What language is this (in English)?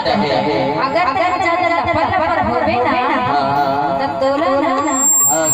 Chhattisgarhi